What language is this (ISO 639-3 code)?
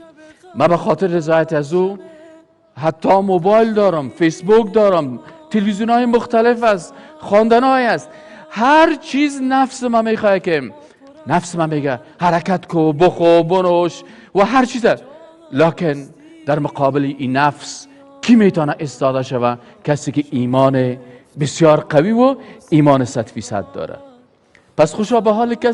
fas